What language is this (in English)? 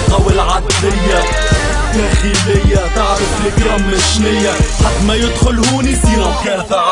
Tunisian Arabic